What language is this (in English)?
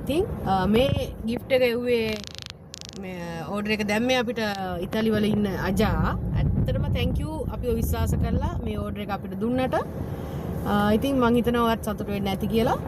Sinhala